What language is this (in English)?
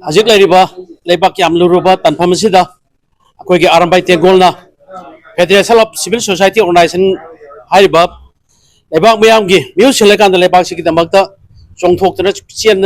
Manipuri